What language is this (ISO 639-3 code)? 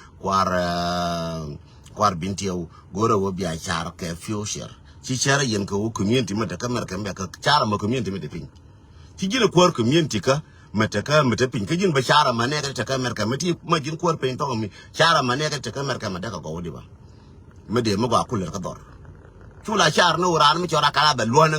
nus